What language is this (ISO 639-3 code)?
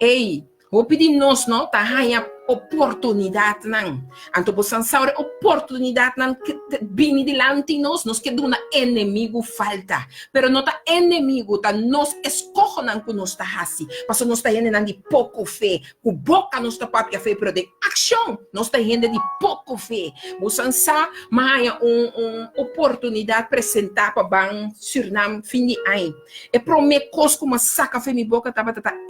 pap